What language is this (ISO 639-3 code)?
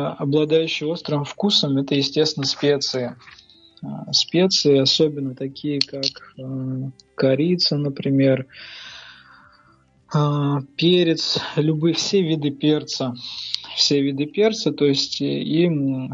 rus